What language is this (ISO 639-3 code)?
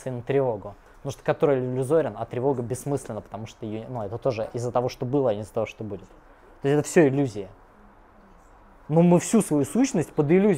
rus